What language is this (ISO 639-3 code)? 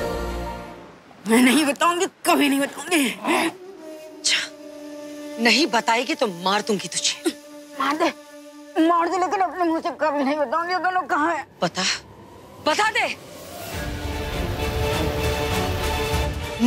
hin